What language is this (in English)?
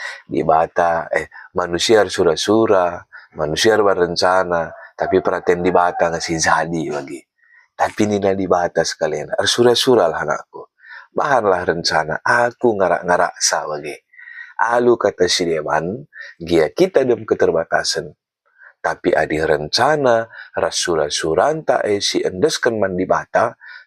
Batak Karo